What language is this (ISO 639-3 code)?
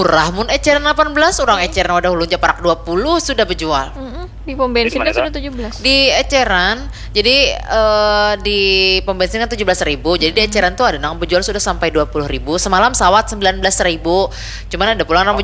bjn